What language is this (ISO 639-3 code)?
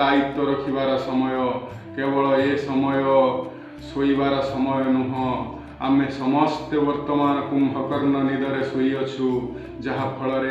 ori